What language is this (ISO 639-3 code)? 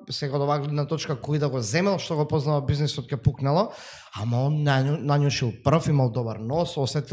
mkd